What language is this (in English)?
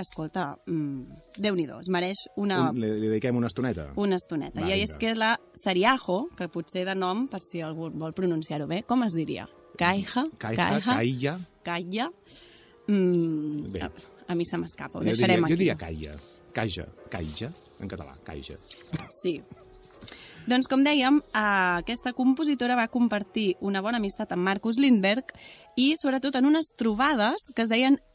Catalan